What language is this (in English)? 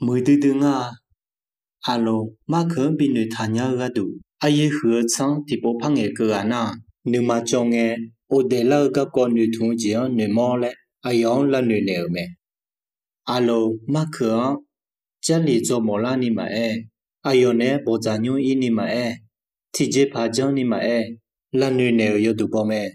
Akha